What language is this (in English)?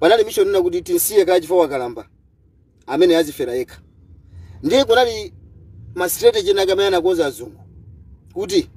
Nyanja